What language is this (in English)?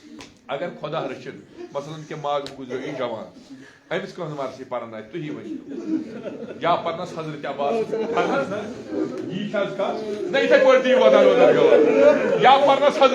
Kashmiri